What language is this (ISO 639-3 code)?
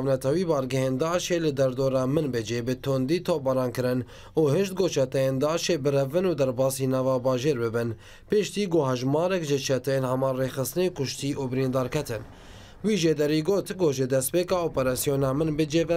kur